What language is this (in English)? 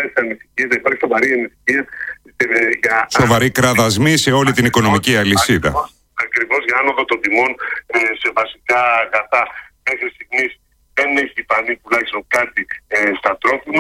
Greek